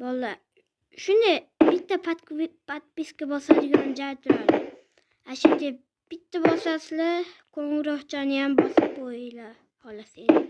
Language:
Uzbek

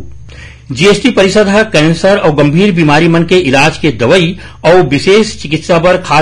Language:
Chhattisgarhi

